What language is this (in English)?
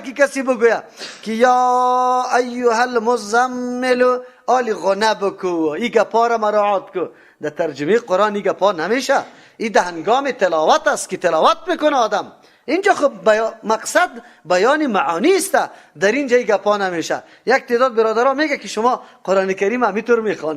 Persian